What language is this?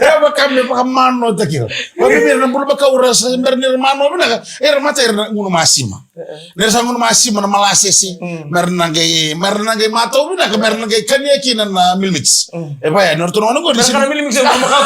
Fijian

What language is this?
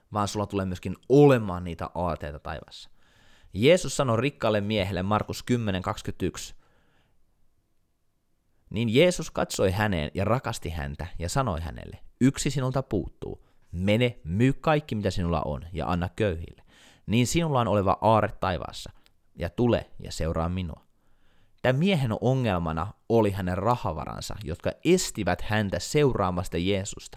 Finnish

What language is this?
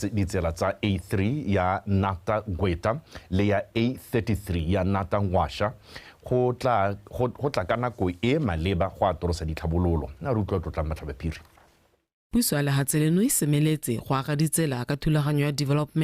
Tswana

